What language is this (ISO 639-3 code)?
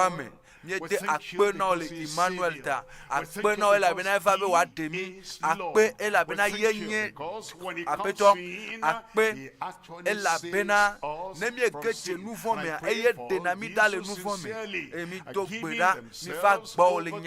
ewe